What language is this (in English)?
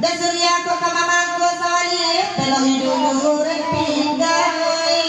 Minangkabau